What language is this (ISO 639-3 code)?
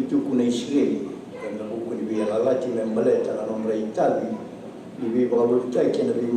fij